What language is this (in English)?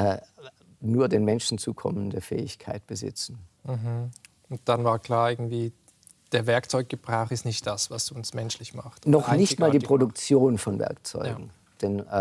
German